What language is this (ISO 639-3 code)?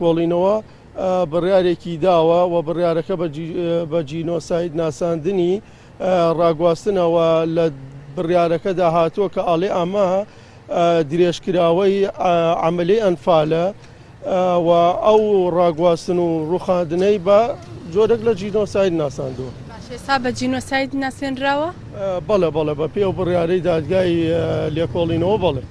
ckb